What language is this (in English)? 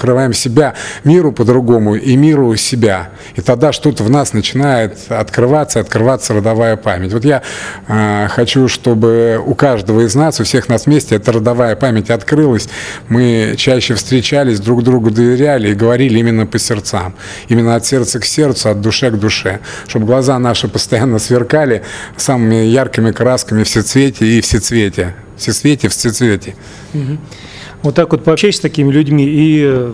Russian